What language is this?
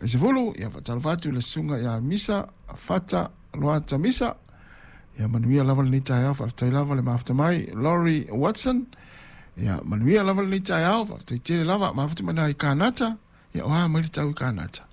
Samoan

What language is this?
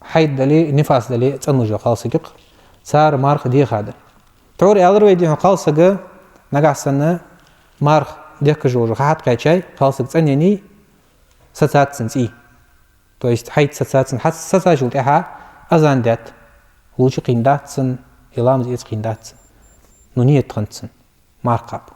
Ingush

